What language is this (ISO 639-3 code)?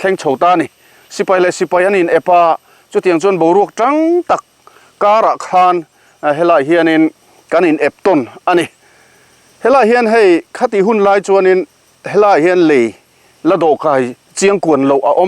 lus